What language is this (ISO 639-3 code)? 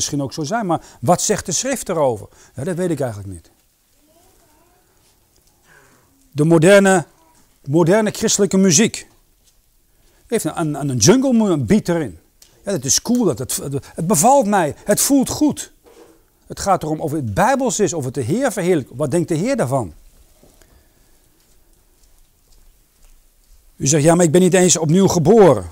nld